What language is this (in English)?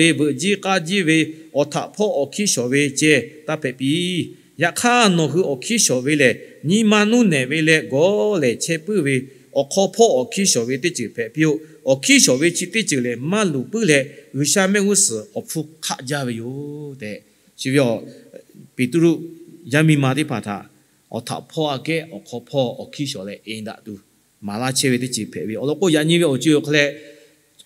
Lahu